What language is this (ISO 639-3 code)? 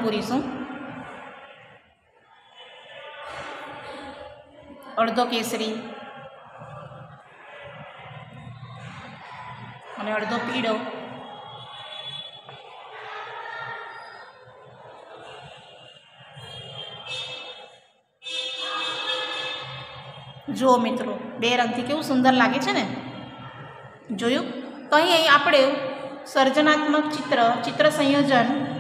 guj